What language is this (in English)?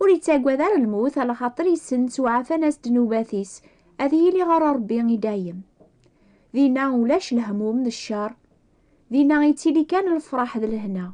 Kabyle